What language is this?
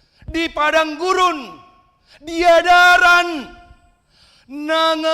Batak Toba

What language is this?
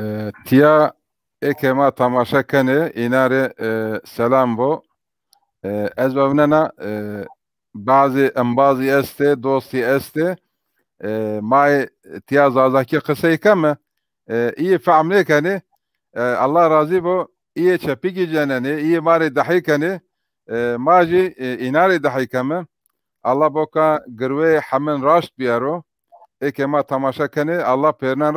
Zaza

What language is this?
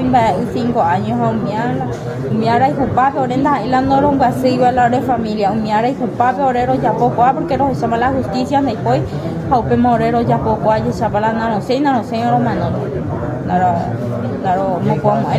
Guarani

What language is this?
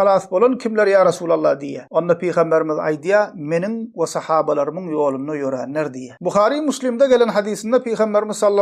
Turkmen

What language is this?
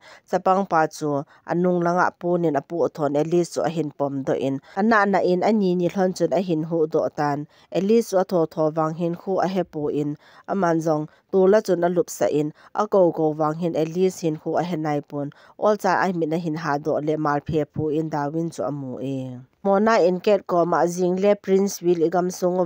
Thado Chin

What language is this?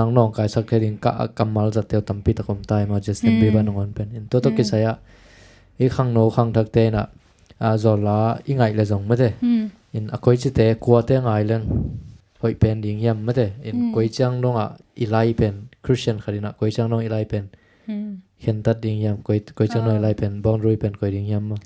Tedim Chin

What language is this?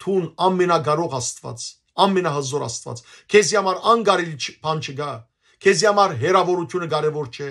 Western Armenian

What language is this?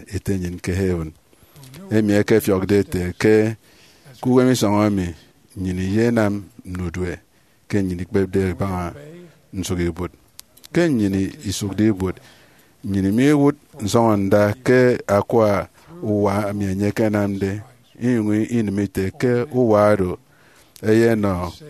Efik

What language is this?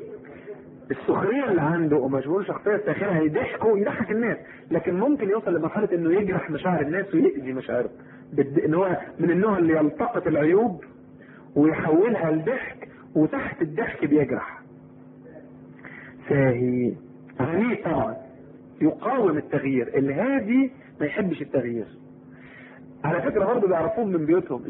Egyptian Arabic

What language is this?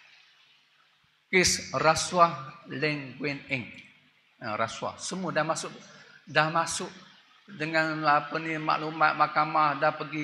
Malay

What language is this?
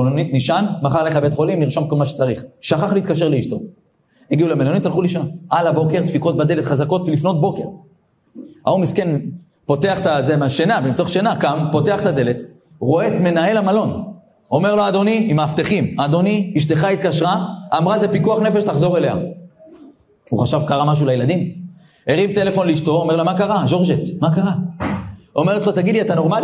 Hebrew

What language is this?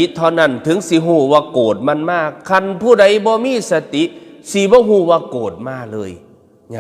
Northeastern Thai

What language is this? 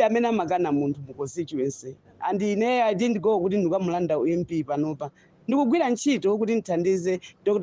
Nyanja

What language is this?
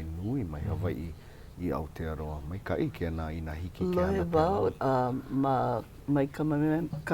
Hawaiian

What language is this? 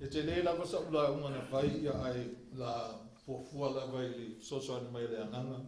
Samoan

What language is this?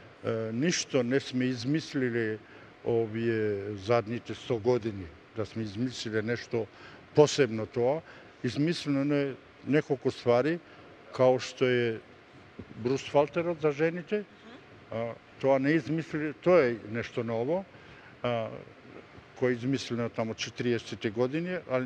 Macedonian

